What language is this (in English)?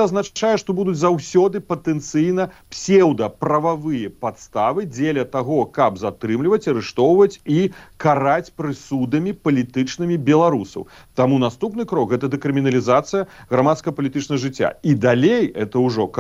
Belarusian